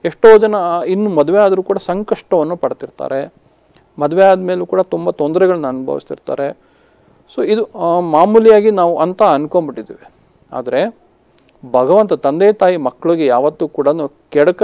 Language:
Kannada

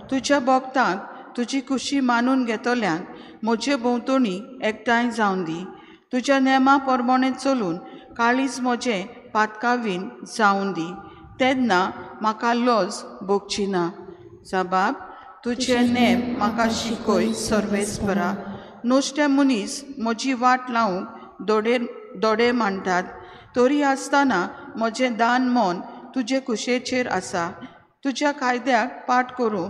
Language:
Konkani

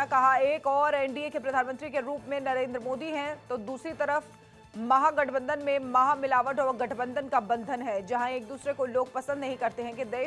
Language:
Hindi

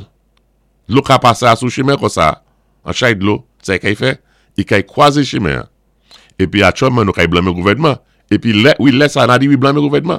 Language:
Saint Lucian Creole French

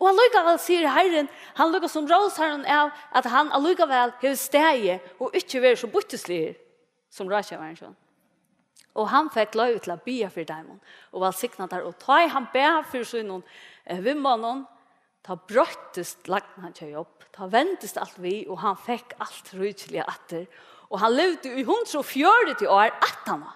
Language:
Faroese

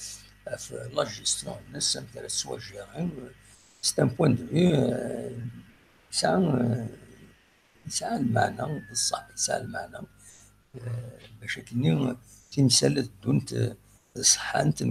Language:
Kabyle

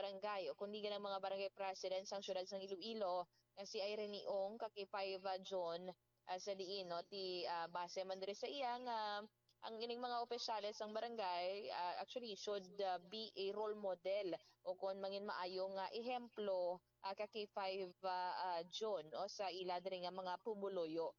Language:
Hiligaynon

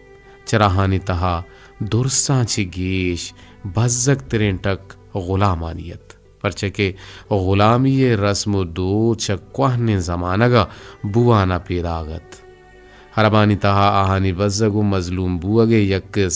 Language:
Eastern Balochi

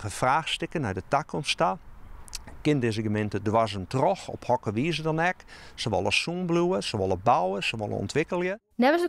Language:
Western Frisian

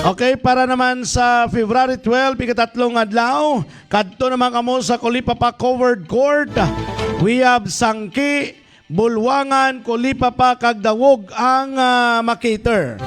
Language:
Hiligaynon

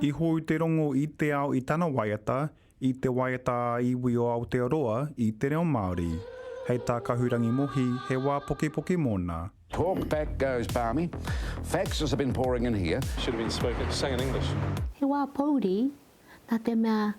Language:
Māori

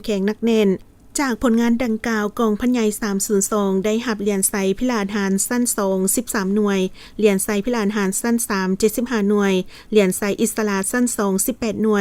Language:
Lao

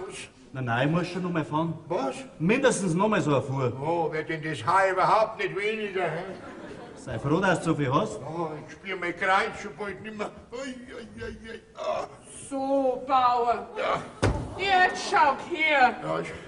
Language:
Bavarian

